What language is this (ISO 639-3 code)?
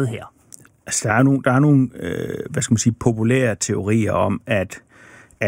dan